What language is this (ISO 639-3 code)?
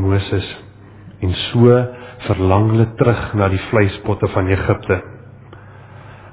afr